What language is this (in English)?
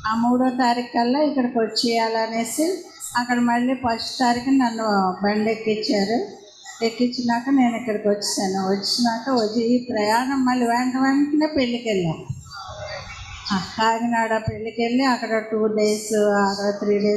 Telugu